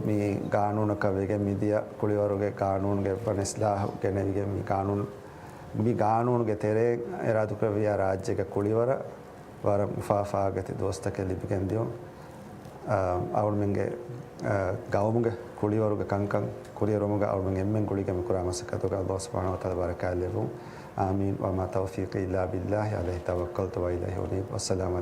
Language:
Divehi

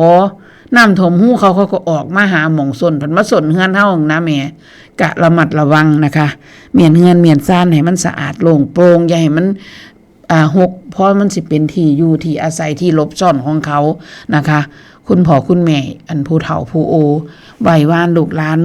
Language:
Northeastern Thai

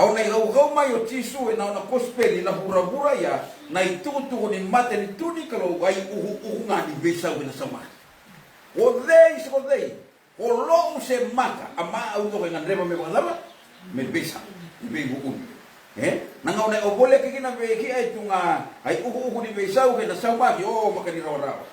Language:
Fijian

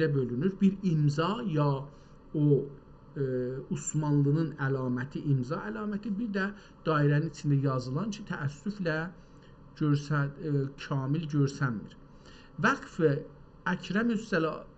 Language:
South Azerbaijani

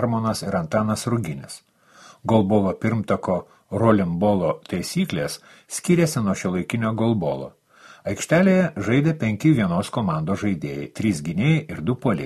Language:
Lithuanian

